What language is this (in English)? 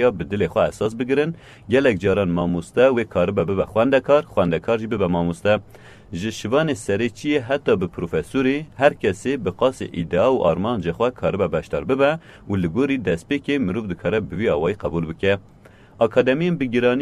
Kurdish